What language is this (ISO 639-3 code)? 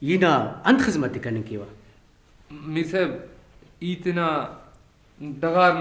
brh